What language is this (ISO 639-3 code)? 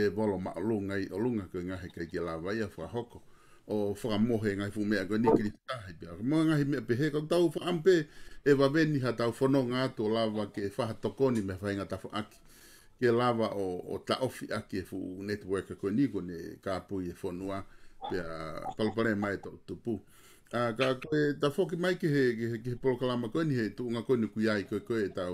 ton